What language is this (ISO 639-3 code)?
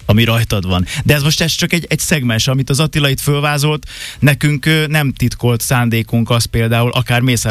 hun